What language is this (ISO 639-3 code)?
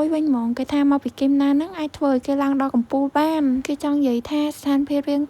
khm